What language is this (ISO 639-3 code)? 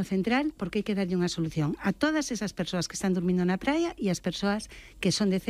glg